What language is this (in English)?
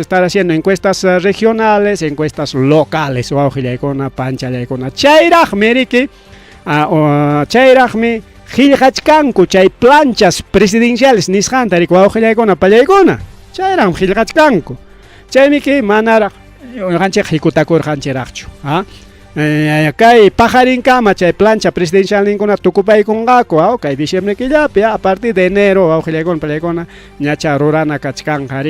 Ayacucho Quechua